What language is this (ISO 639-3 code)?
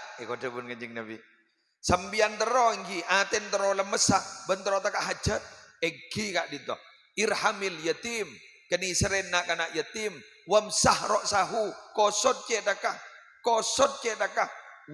mad